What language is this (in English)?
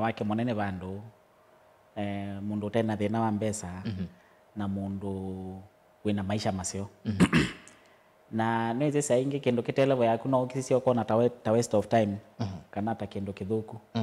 Kamba